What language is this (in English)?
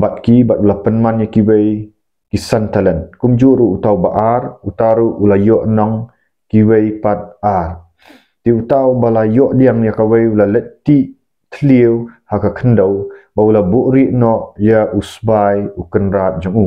Khasi